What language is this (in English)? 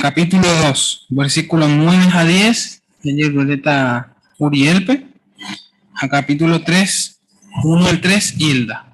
Guarani